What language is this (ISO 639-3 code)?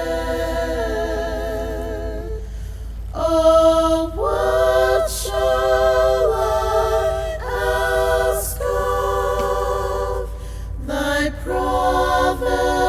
ton